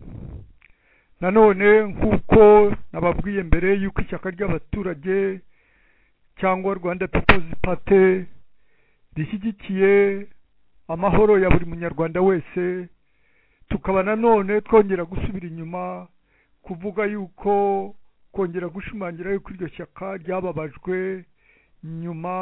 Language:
Kinyarwanda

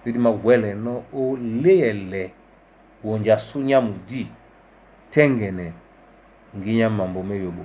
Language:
Duala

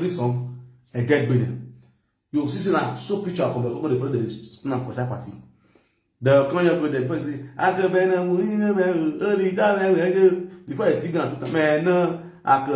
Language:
Nigerian Pidgin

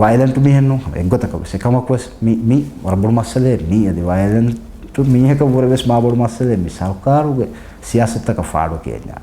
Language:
Divehi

